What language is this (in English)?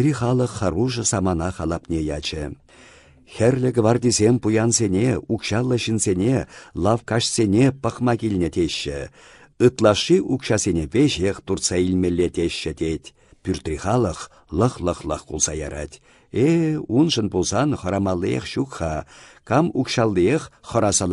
Chuvash